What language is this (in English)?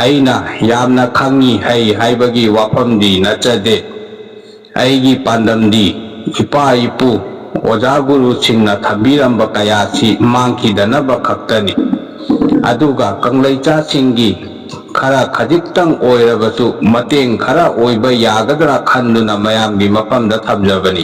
Manipuri